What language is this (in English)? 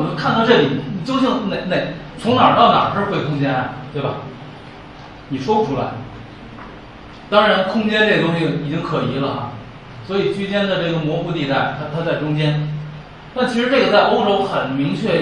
Chinese